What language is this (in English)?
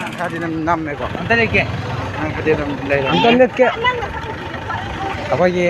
Manipuri